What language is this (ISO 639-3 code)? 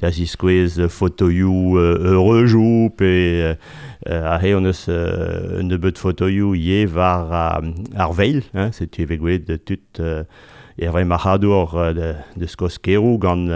bre